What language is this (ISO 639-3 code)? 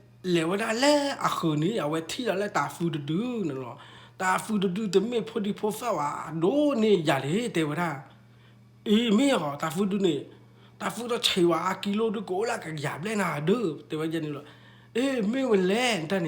ksw